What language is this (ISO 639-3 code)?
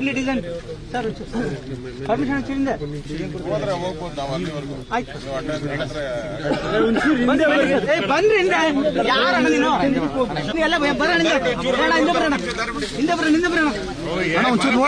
kan